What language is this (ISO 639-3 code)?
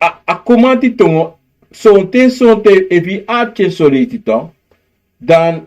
srn